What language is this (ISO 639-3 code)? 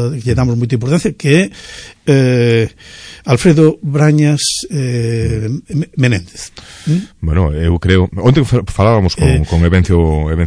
glg